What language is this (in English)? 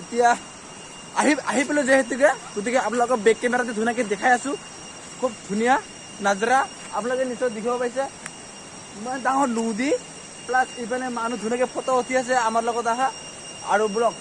Assamese